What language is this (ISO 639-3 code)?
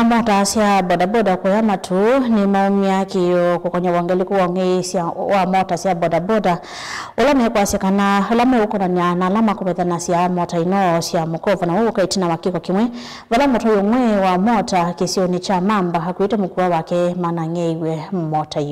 kam